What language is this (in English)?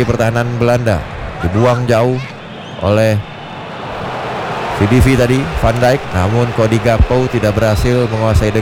Indonesian